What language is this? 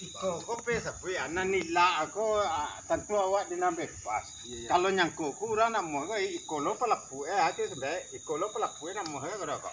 Minangkabau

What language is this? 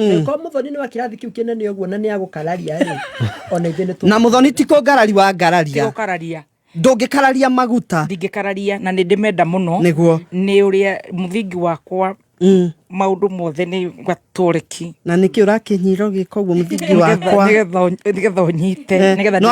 Kikuyu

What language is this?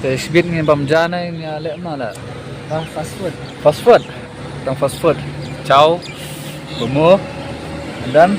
Khasi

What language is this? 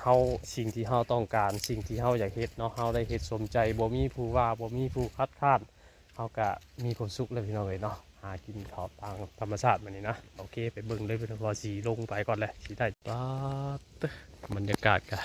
Northeastern Thai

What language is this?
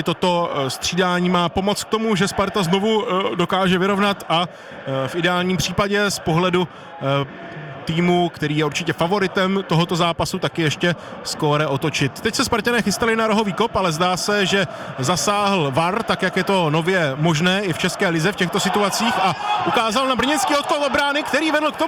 Czech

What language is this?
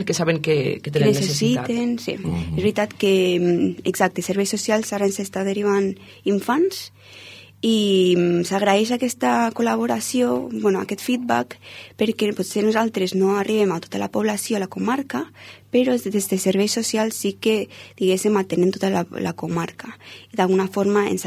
Catalan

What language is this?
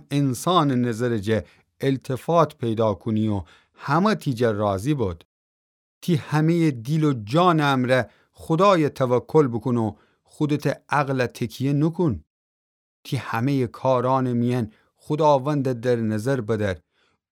Gilaki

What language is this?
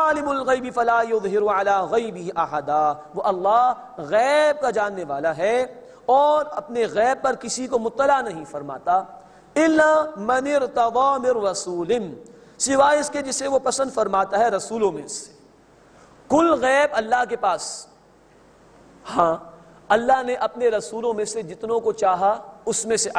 Urdu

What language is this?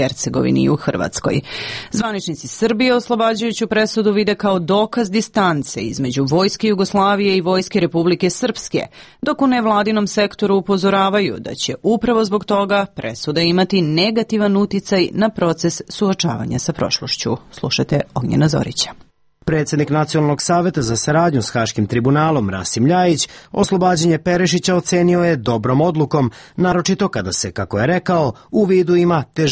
Serbian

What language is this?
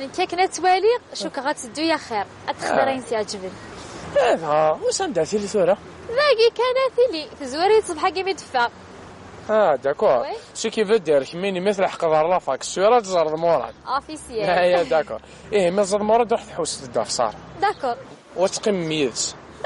Kabyle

